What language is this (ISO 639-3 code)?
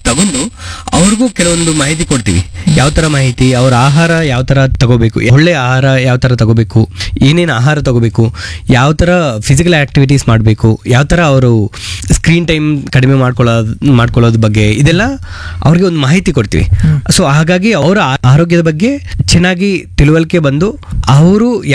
kan